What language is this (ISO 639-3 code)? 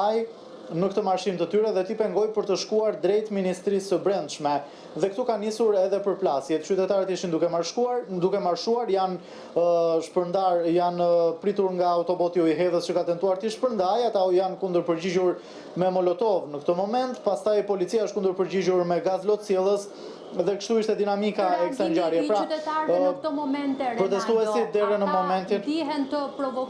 sqi